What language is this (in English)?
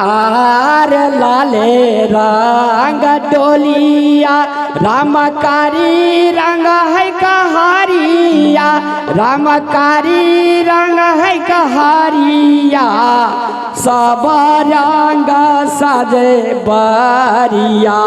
Maithili